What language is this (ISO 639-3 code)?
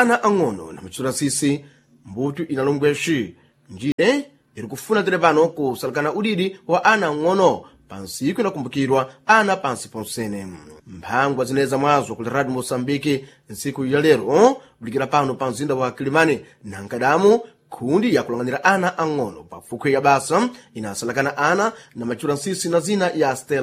seh